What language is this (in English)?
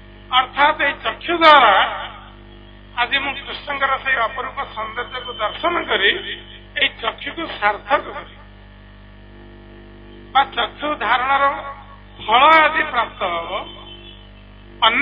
Odia